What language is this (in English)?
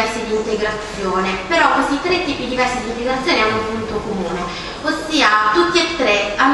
Italian